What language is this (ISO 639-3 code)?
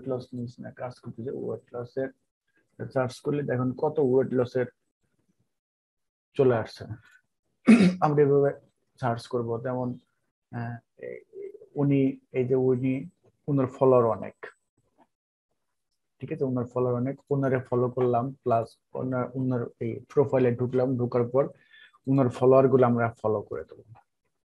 ben